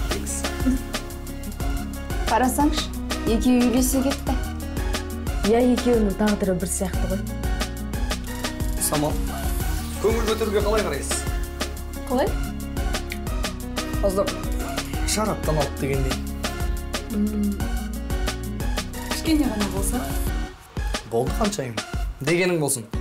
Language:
Kazakh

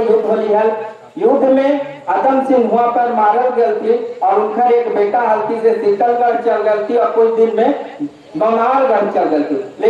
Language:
Magahi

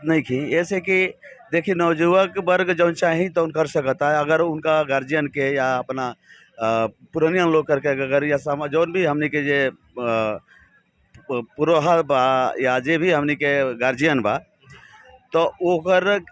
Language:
Bhojpuri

